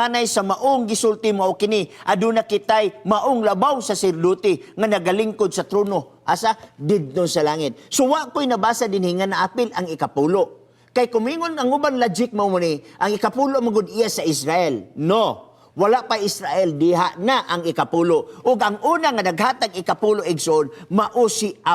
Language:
Cebuano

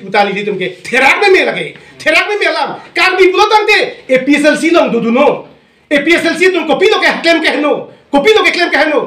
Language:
Karbi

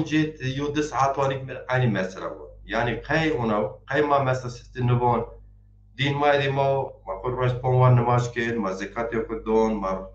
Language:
Zaza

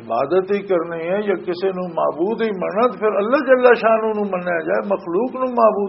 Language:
Western Panjabi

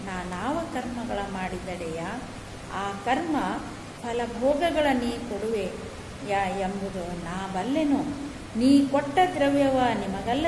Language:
Kannada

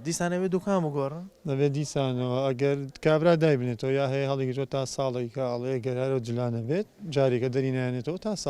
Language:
Central Kurdish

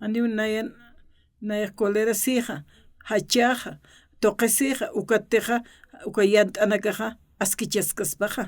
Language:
Aymara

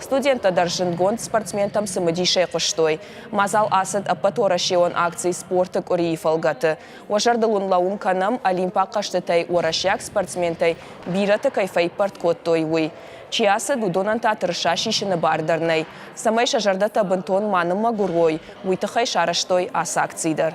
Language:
Ossetic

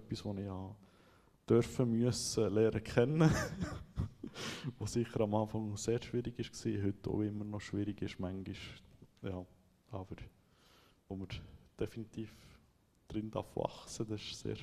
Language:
Swiss German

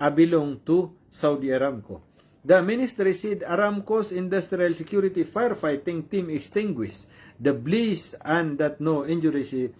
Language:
Maranao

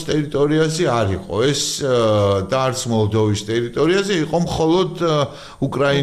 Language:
Georgian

